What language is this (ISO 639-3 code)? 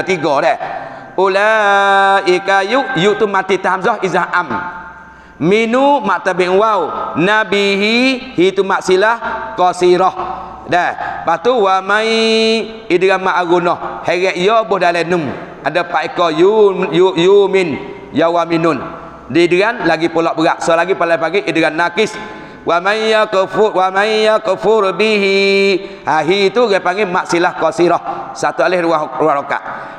msa